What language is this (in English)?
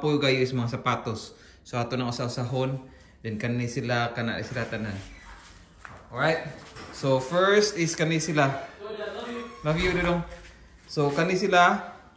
Cebuano